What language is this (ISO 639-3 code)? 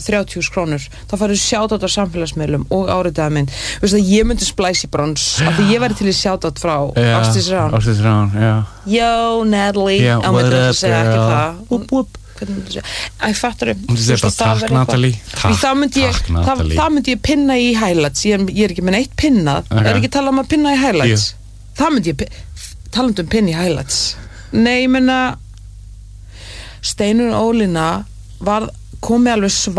isl